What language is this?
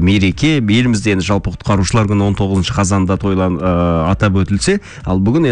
Kazakh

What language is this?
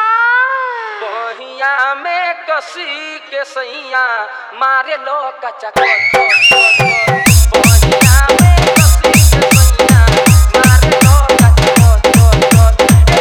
Bhojpuri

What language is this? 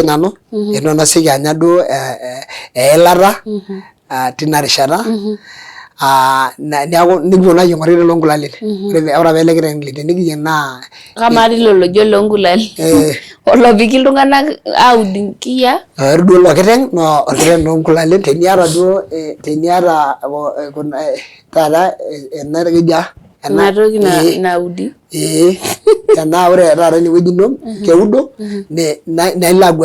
Masai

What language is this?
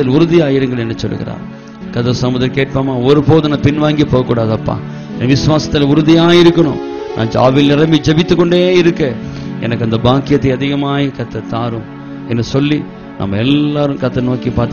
Tamil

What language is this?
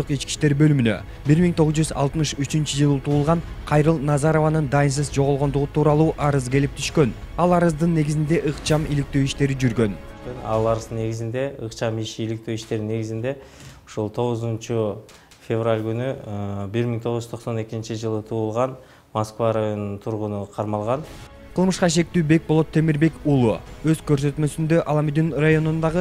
Kyrgyz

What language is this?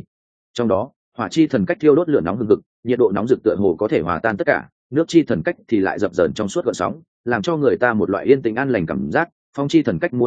Vietnamese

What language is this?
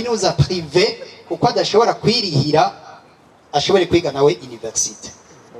Rundi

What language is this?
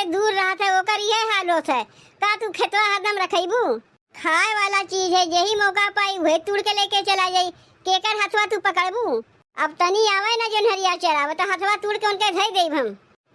Awadhi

